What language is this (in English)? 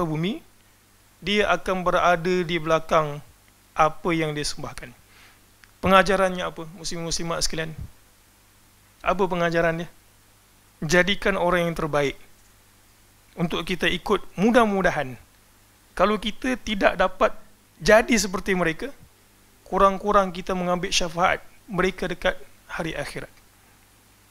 Malay